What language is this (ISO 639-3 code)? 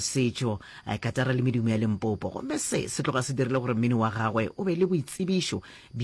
nso